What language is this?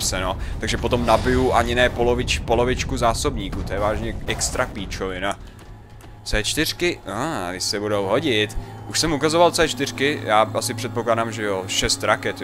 Czech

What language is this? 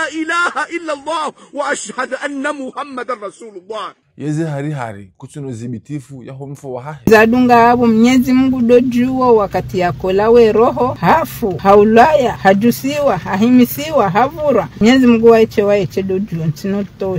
Ngazidja Comorian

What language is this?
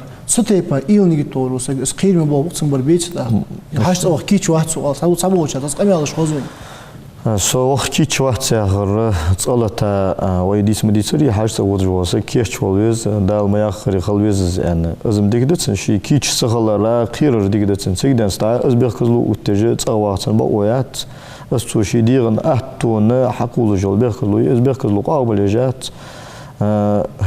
Ingush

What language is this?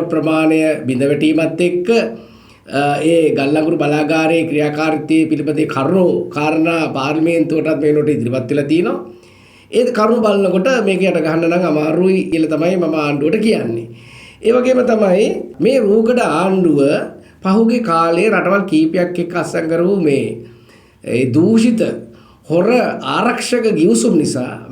Sinhala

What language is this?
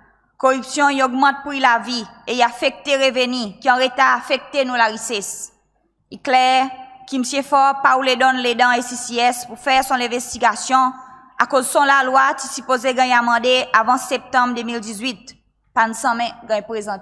Seselwa Creole French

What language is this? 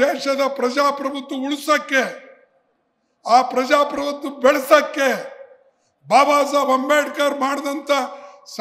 Kannada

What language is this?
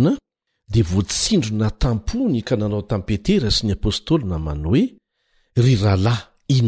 Malagasy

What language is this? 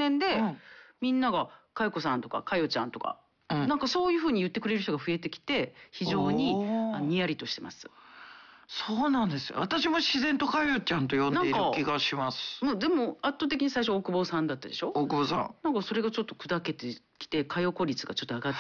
Japanese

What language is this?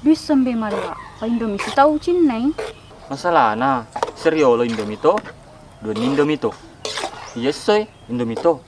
Buginese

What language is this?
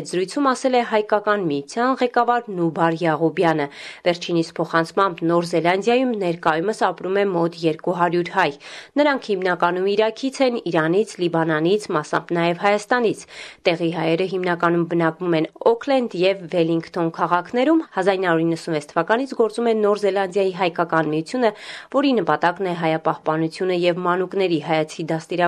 Armenian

